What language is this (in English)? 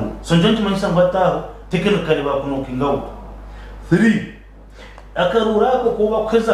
Nyankole